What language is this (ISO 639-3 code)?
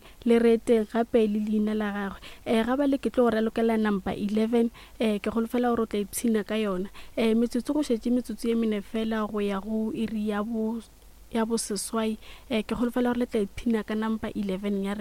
nso